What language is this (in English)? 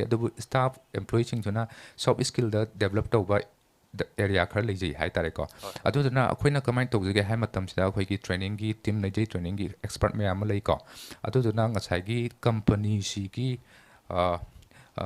Manipuri